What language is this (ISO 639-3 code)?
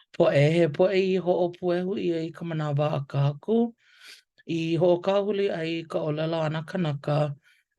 haw